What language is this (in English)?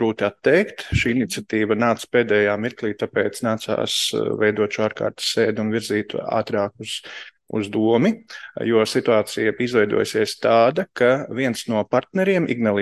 Latvian